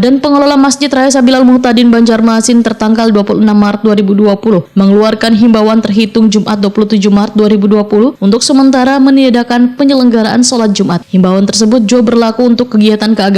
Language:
Banjar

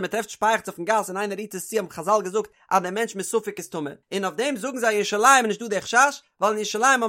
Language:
Yiddish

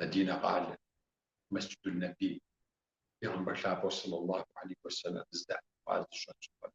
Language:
Kabardian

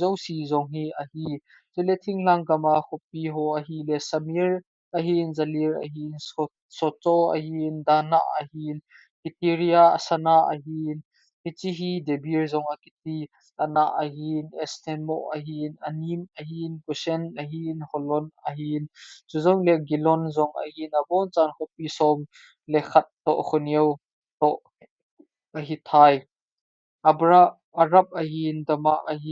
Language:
Thado Chin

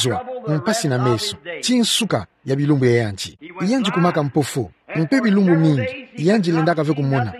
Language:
Kituba (Democratic Republic of Congo)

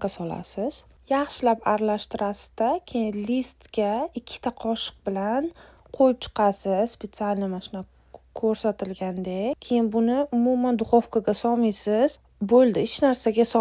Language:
Uzbek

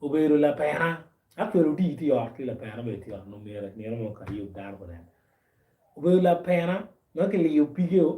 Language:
Acoli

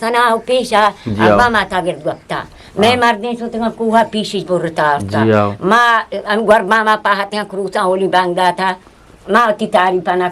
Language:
Eastern Balochi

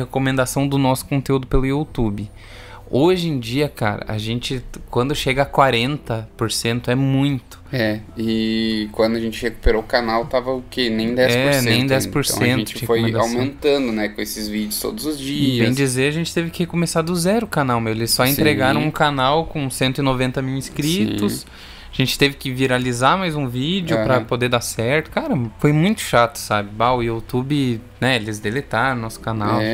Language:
Portuguese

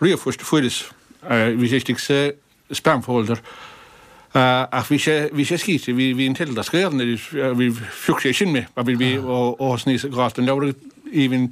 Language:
Irish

